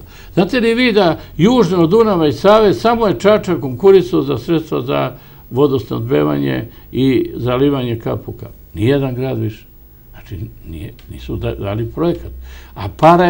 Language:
Serbian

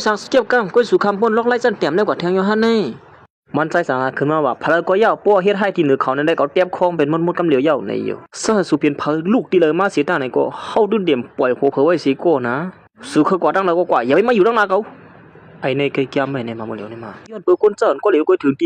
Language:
Shan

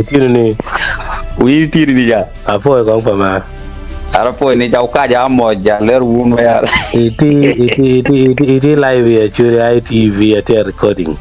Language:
Acoli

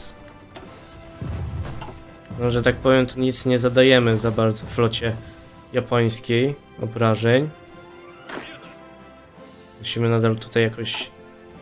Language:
Polish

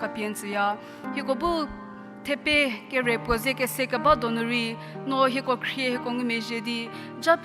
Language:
Angami Naga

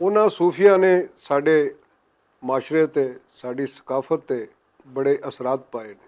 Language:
Western Panjabi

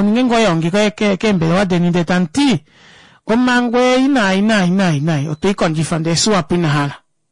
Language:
Kuanyama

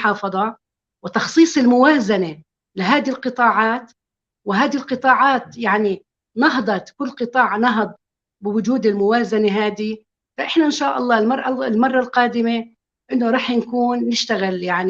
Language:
North Levantine Arabic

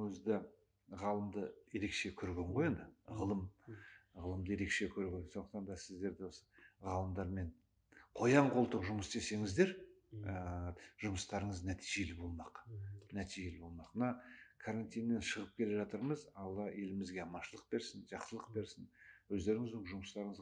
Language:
Kazakh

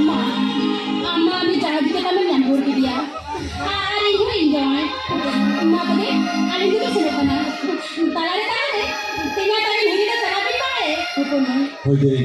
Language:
Santali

